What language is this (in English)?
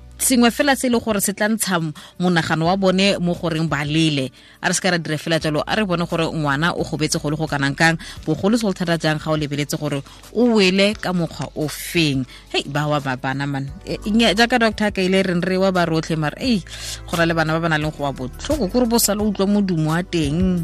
Tswana